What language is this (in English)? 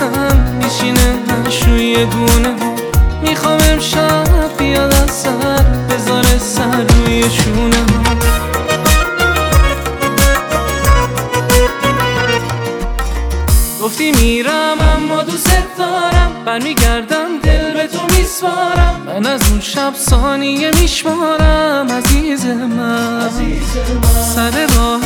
Persian